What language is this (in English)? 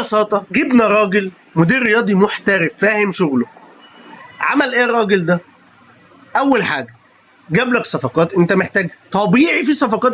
Egyptian Arabic